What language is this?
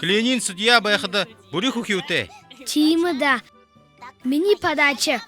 Buriat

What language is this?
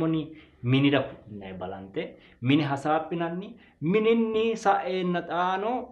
Sidamo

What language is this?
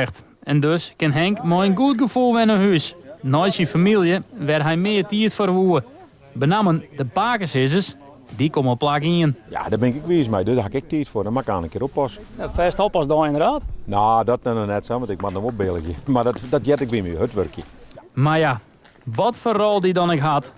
Western Frisian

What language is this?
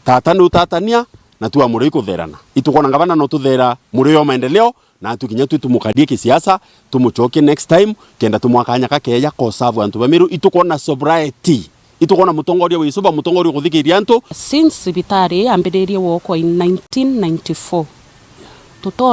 Meru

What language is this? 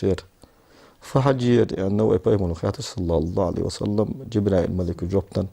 Ingush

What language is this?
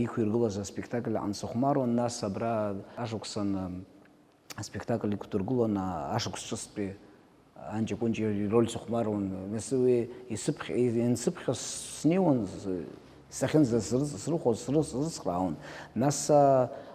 Abkhazian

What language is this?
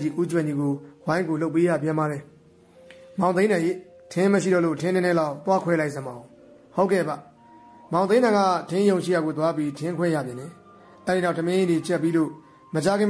Burmese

